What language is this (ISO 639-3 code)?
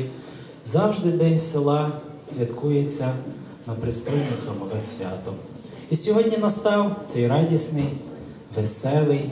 ukr